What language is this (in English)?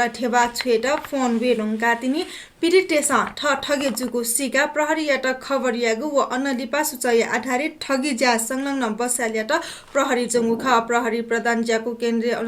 Newari